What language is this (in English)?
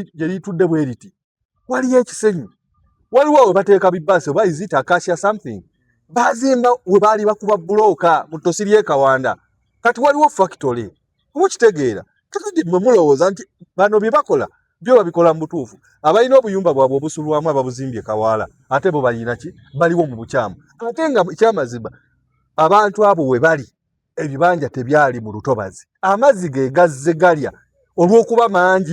Ganda